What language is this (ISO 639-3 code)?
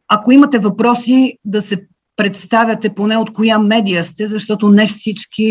bul